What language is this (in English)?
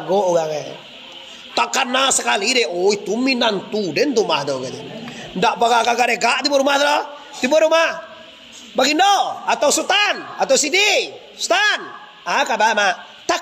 Minangkabau